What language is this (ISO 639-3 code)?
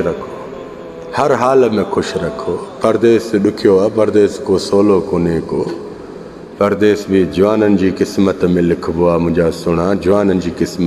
snd